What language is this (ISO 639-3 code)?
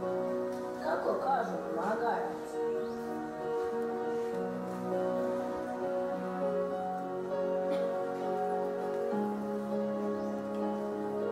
hrv